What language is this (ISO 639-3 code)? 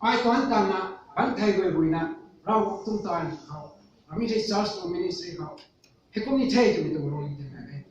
nbu